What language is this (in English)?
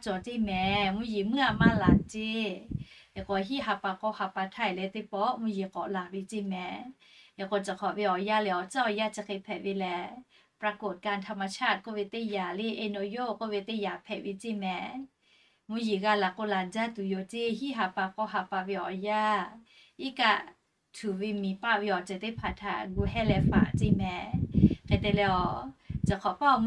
Lahu